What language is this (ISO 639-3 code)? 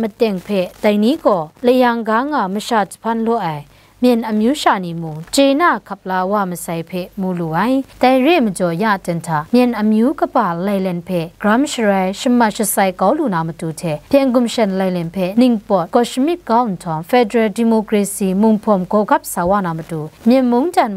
kac